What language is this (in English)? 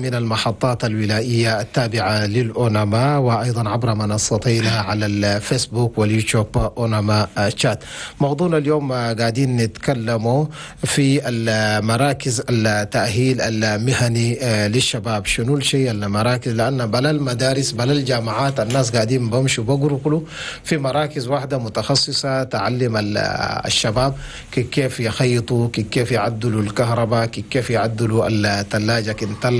Chadian Arabic